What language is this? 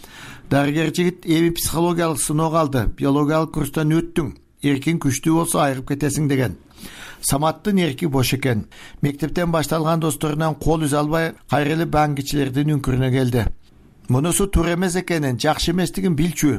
Kyrgyz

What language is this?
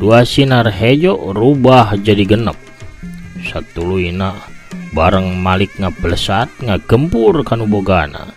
Sundanese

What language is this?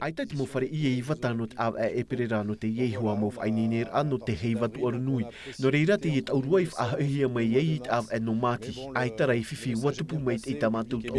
Tahitian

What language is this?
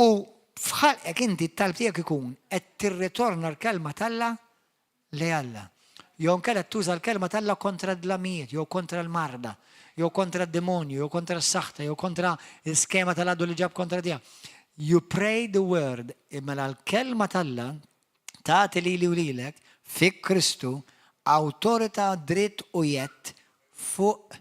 Maltese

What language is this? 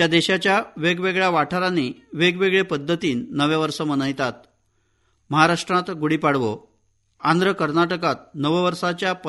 Konkani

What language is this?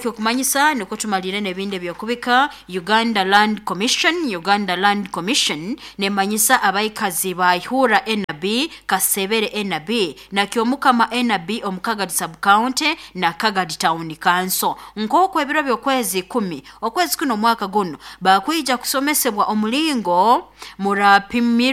Nyoro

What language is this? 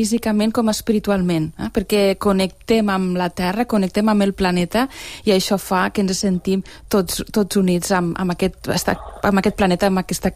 Catalan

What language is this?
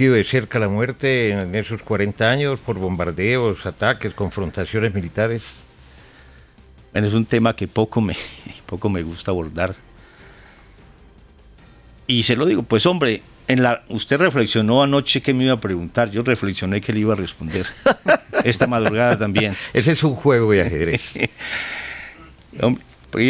Spanish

